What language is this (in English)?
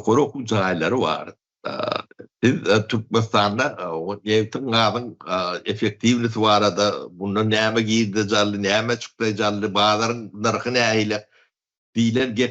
Turkmen